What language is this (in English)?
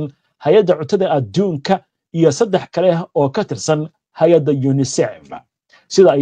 Somali